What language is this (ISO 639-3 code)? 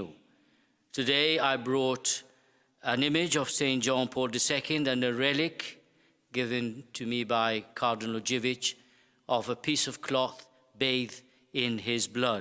eng